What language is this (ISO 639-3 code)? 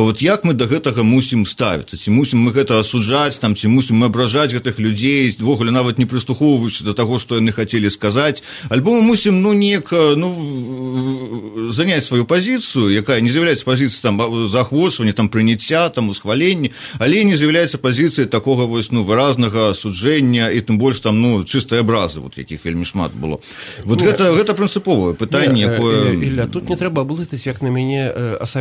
bel